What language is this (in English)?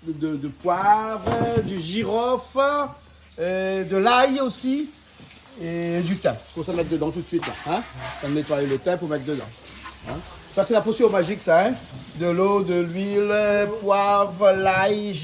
Réunion Creole French